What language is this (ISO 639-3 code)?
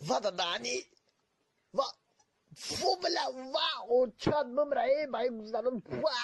tgk